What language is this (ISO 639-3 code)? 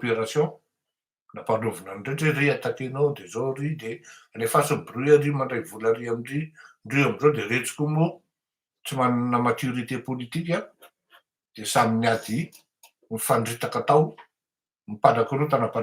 mlg